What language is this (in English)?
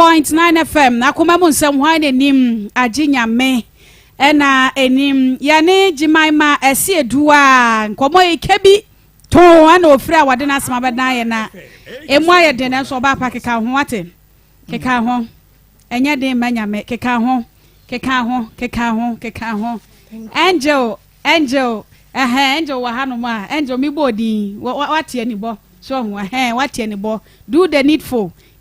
Akan